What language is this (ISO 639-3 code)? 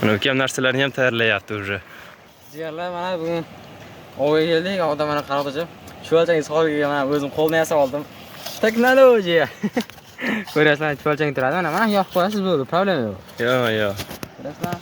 uzb